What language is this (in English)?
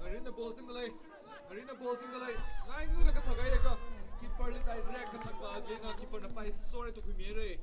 Tangkhul Naga (India)